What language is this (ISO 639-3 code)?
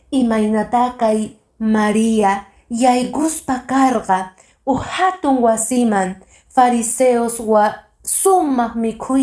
que